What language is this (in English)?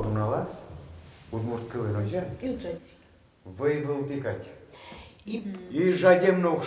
Udmurt